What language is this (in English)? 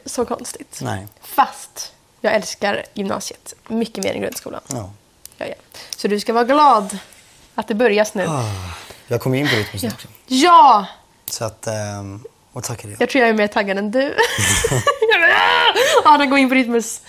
Swedish